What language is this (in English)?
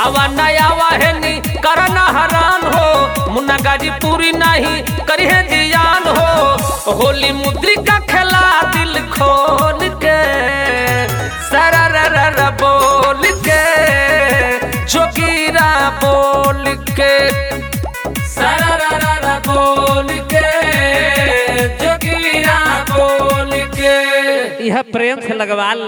Bhojpuri